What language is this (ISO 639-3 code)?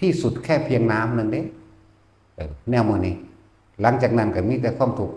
tts